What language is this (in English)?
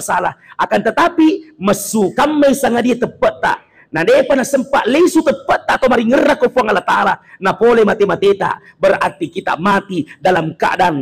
Buginese